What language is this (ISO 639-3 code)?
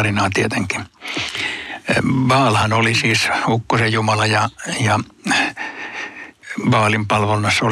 fin